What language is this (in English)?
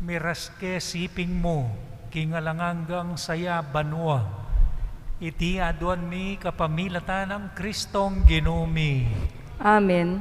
Pampanga